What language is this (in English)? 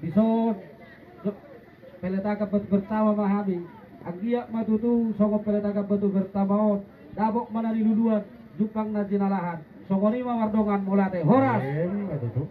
Batak Toba